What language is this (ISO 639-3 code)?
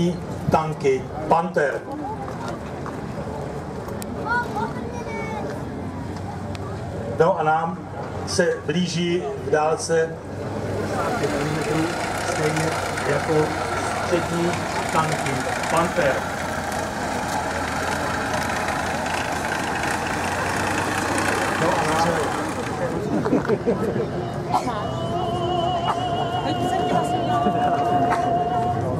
ces